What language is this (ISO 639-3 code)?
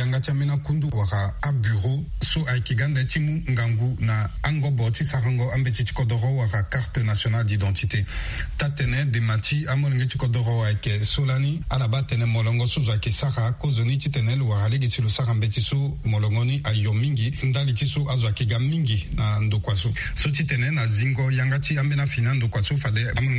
sag